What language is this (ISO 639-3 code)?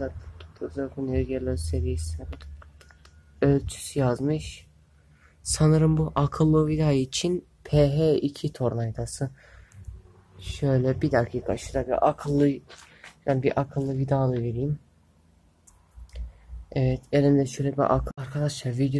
tur